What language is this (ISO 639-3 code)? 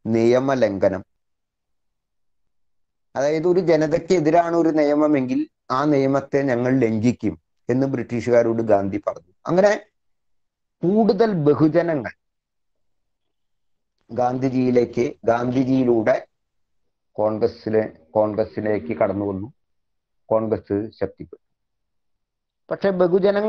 mal